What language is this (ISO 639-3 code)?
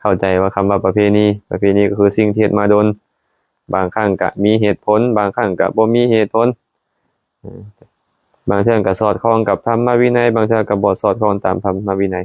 lao